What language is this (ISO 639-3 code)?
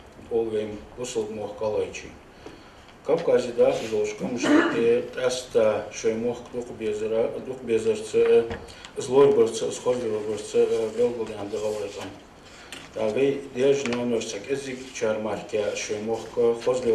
inh